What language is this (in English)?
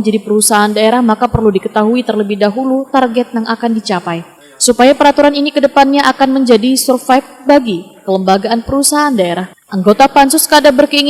Banjar